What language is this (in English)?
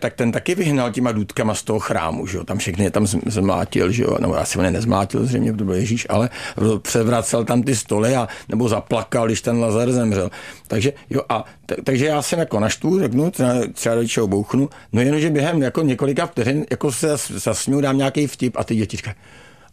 Czech